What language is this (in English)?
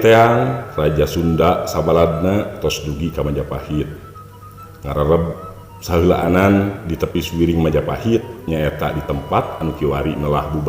Sundanese